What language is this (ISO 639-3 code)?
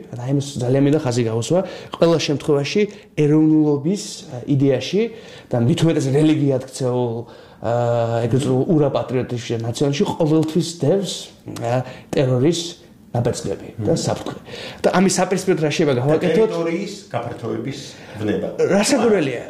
kat